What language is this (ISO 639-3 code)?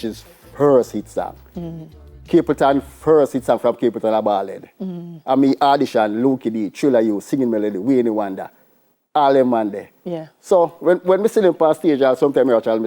jam